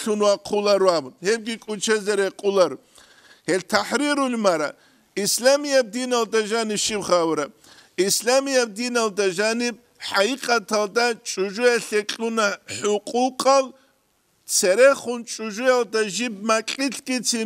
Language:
Avaric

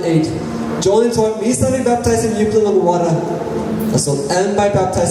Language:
Tok Pisin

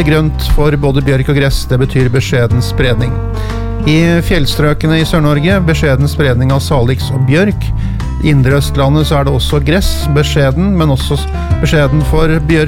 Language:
Norwegian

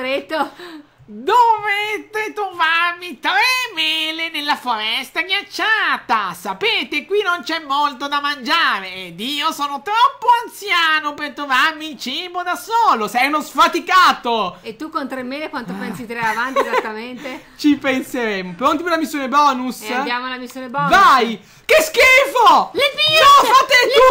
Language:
Italian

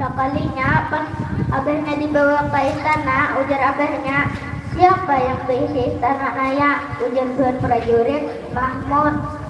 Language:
Banjar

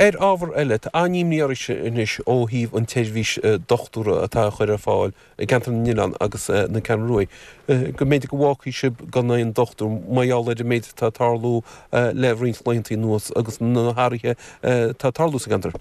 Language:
Irish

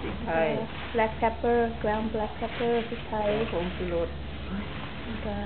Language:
Lao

